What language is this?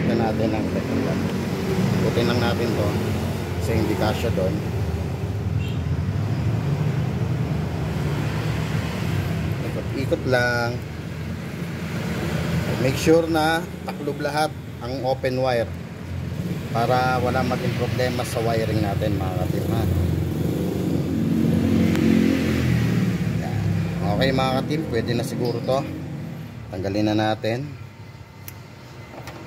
Filipino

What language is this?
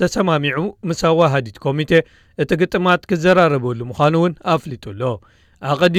Tigrinya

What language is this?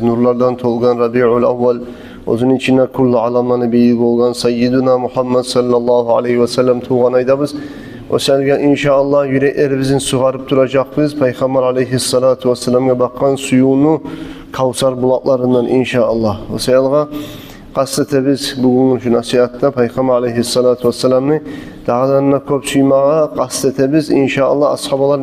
Kumyk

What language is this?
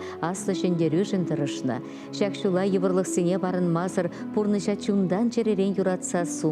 Chuvash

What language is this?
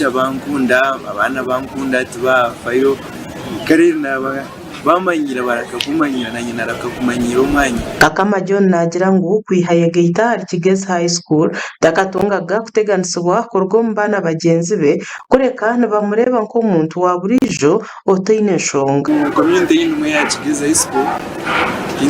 Nyankole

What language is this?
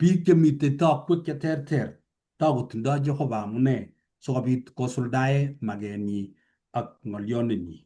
Kalenjin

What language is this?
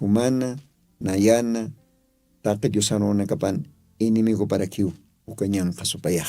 Aymara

